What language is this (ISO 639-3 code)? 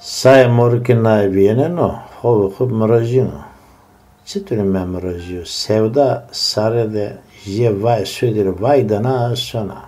zza